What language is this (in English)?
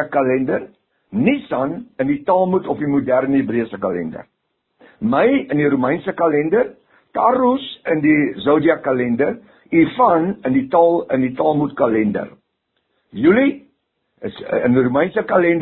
Afrikaans